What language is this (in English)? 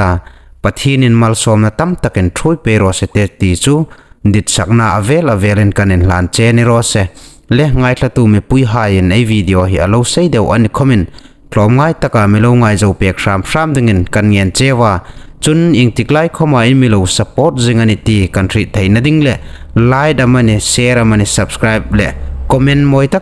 Hmar